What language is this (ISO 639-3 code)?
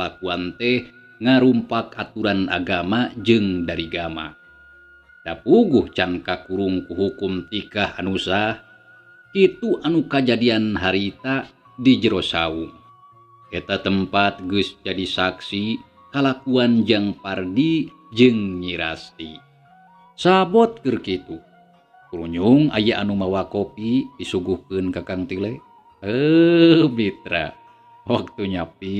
sun